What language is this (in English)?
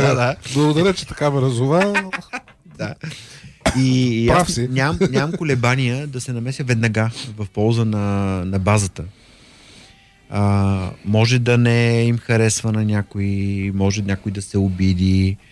Bulgarian